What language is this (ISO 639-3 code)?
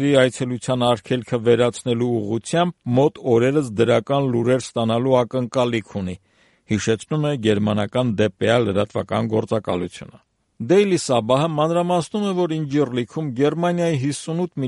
hye